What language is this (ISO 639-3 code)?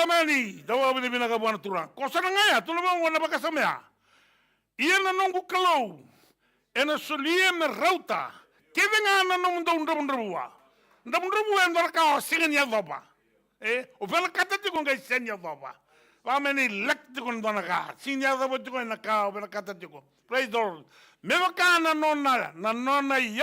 fij